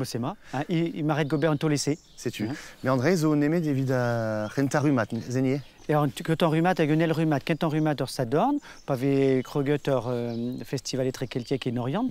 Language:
Breton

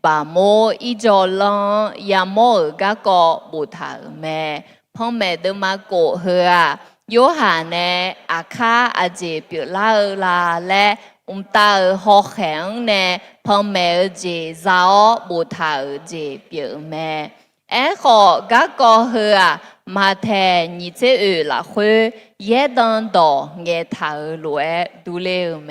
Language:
Akha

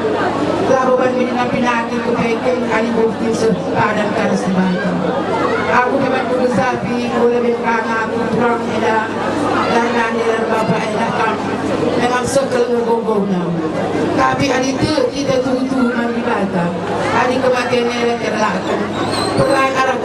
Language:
Batak Karo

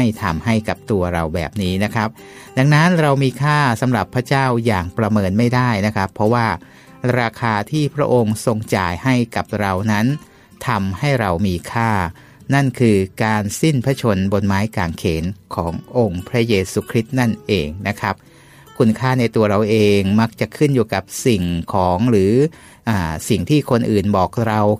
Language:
Thai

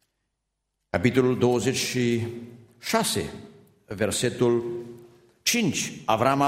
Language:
Romanian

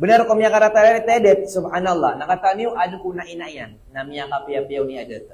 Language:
Maranao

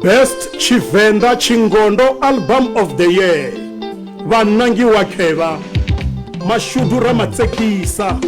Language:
Venda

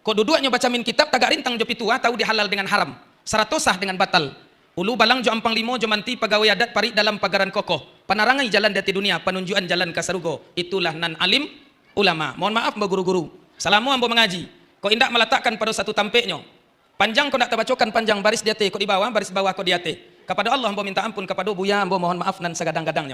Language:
Minangkabau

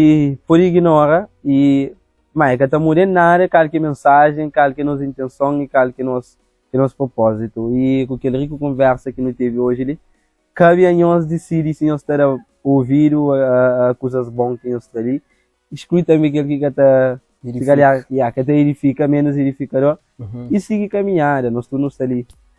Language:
Kabuverdianu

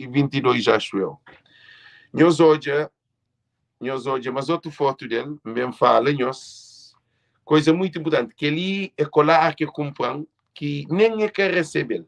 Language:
Kabuverdianu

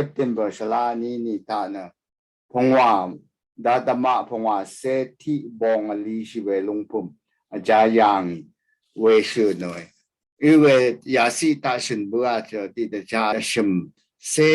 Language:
Rawang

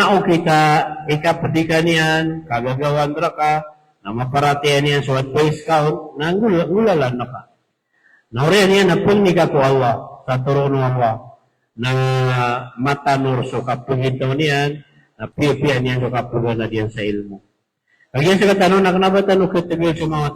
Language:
Maranao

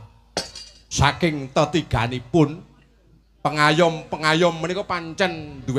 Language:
Javanese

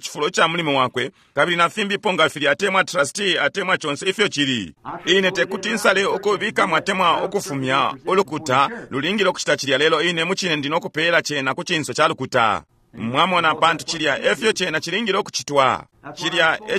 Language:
Bemba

